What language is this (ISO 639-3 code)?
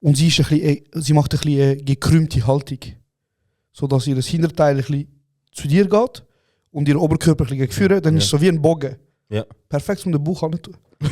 gsw